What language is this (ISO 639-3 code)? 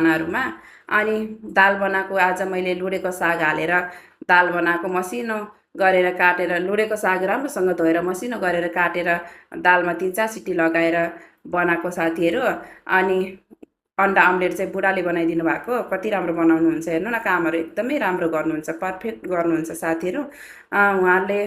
nep